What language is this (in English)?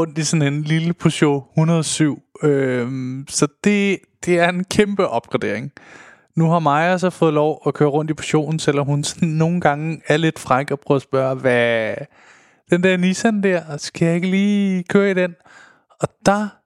Danish